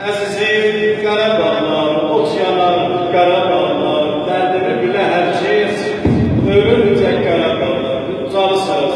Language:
South Azerbaijani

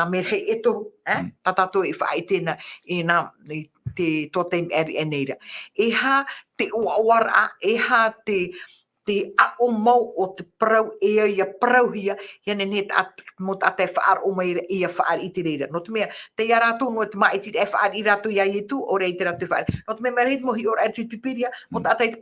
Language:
Tahitian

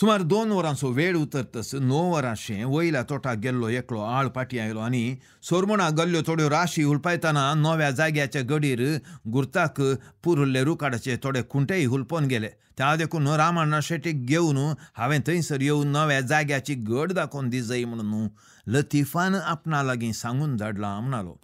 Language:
Konkani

